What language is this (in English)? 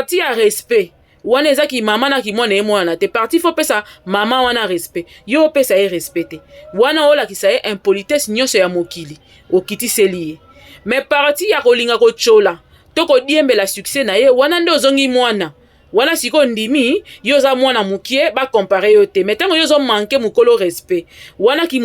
Lingala